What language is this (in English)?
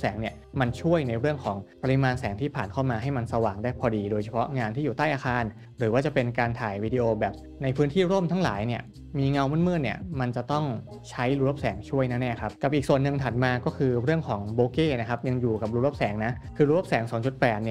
Thai